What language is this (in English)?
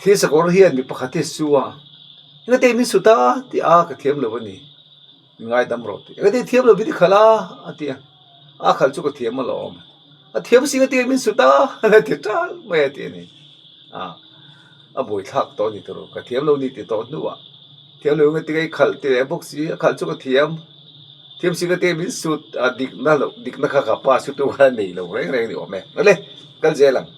Mizo